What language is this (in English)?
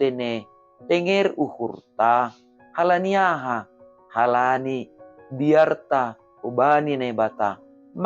Batak Simalungun